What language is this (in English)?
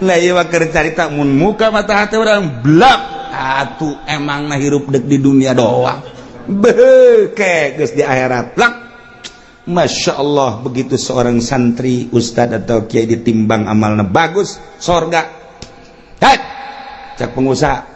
Sundanese